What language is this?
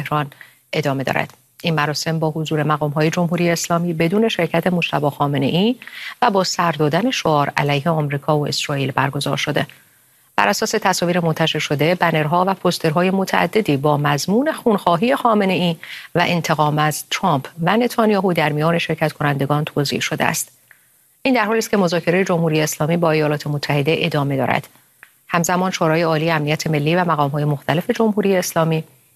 Persian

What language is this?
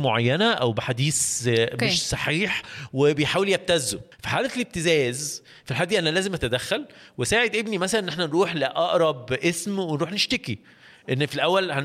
Egyptian Arabic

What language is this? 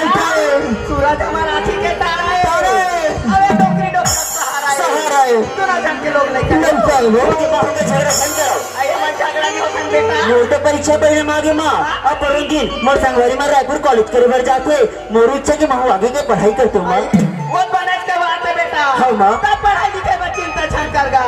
Chhattisgarhi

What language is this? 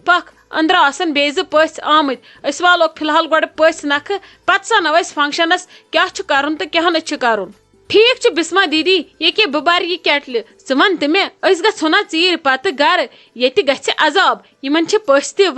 Kashmiri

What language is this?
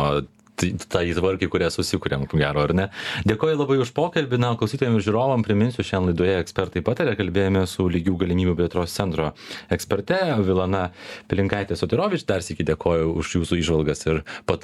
Lithuanian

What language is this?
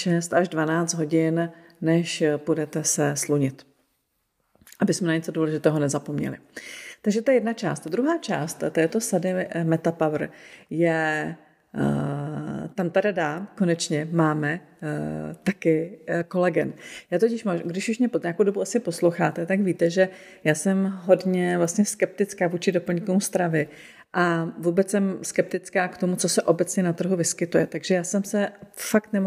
Czech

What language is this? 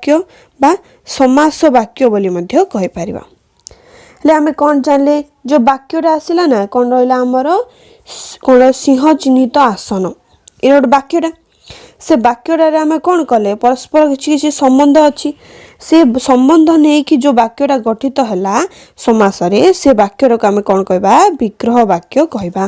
Odia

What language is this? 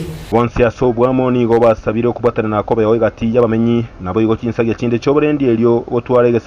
Gusii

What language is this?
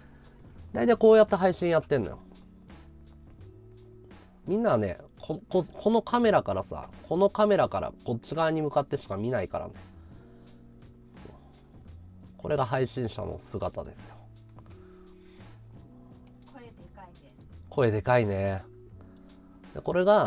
Japanese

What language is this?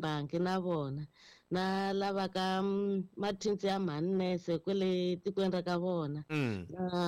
Tsonga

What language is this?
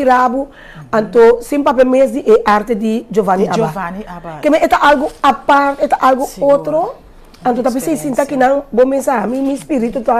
Papiamento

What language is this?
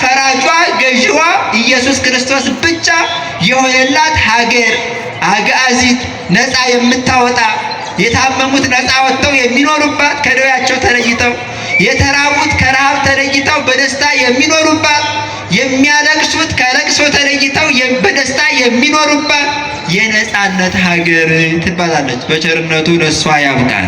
Amharic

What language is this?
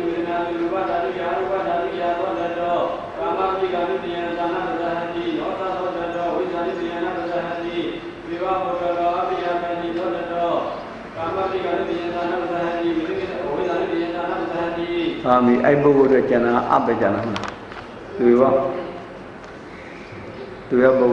Burmese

